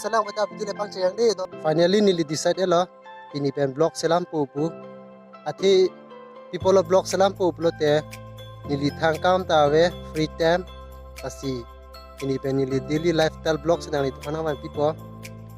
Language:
Karbi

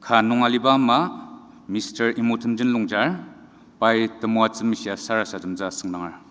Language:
Ao Naga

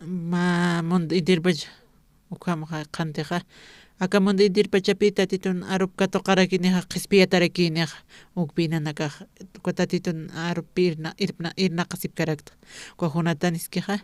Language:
Aymara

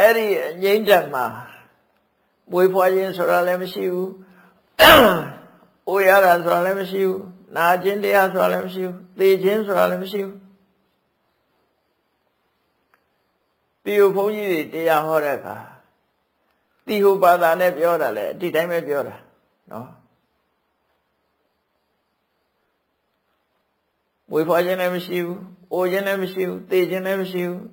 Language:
Burmese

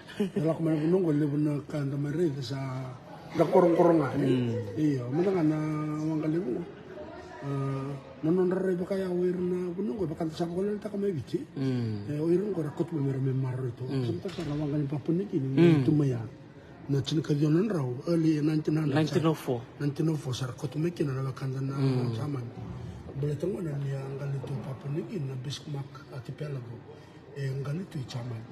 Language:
Fijian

